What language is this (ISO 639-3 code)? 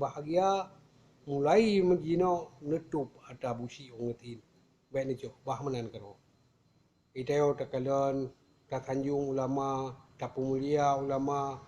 ace